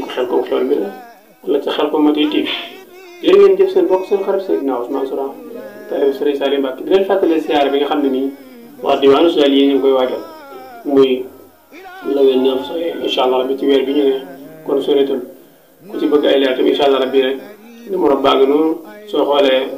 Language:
Wolof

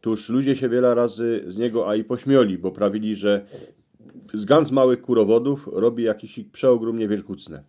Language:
Silesian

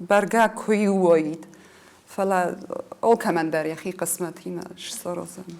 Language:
Ossetic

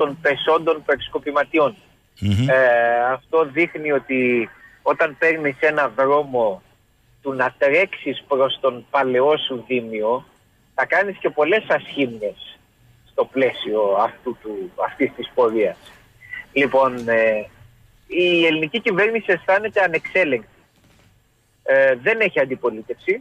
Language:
Greek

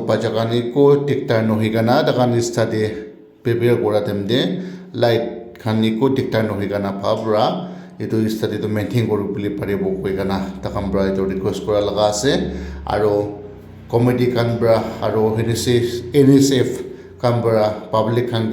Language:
Naga Pidgin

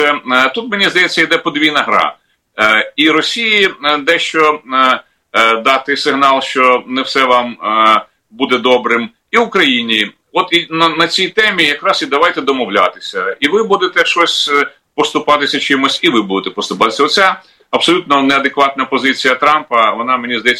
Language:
Ukrainian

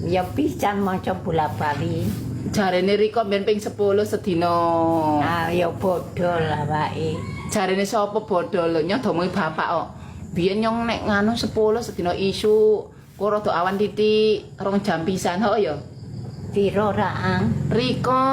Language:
Javanese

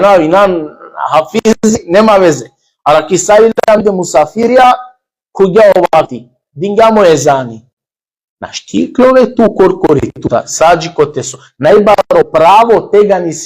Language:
Balkan Romani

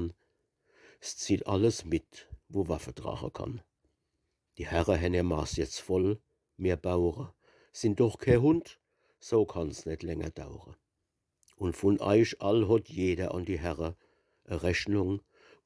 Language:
Palatine German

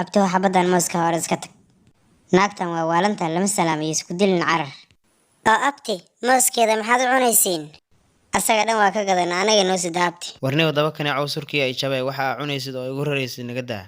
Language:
Somali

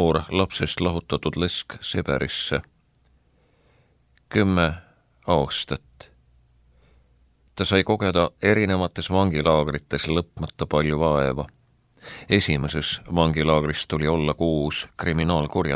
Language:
Estonian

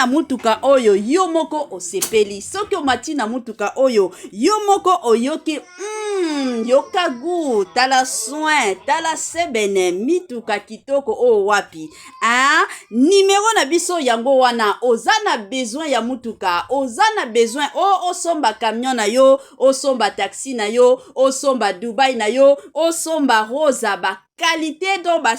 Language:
Lingala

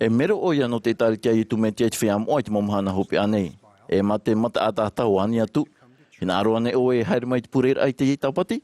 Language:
Tahitian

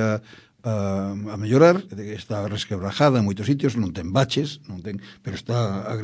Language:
Galician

